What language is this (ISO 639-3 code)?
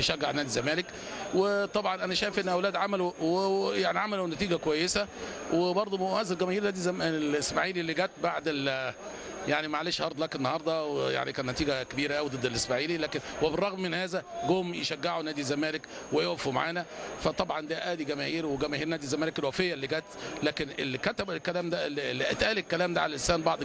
arz